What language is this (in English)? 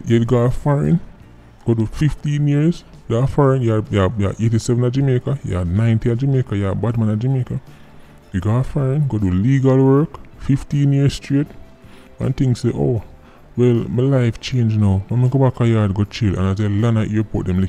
Jamaican Creole English